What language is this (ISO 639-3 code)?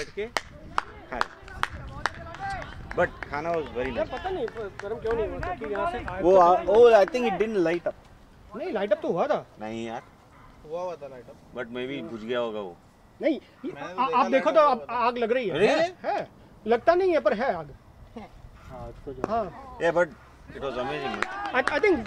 hin